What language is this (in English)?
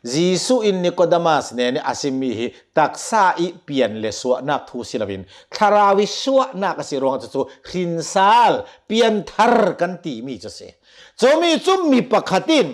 Hakha Chin